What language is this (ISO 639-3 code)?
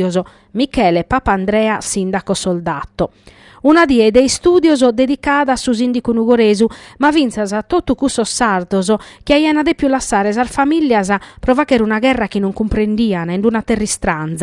srd